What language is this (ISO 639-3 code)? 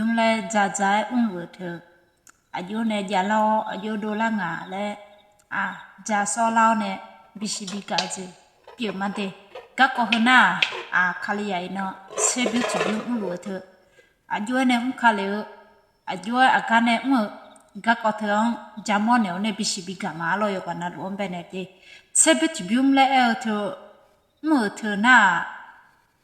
ahk